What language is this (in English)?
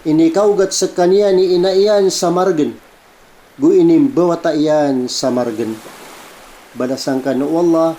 Maranao